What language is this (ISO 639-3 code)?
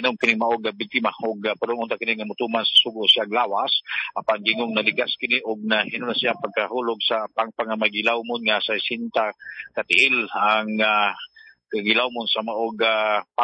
ceb